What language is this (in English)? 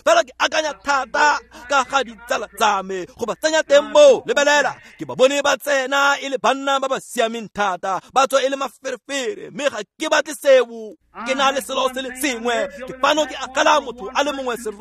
Tswana